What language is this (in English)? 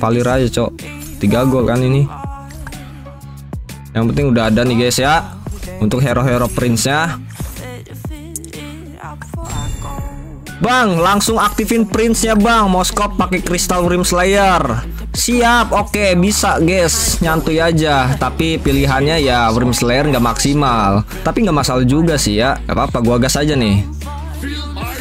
Indonesian